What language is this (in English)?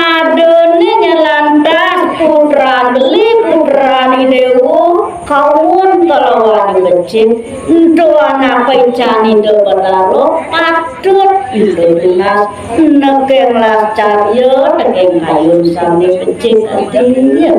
Balinese